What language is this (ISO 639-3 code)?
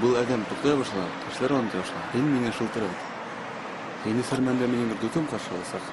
bak